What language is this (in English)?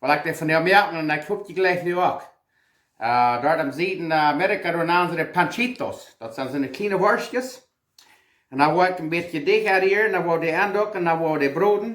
Plautdietsch